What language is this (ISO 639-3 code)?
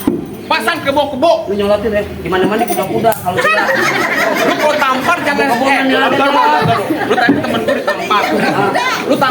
bew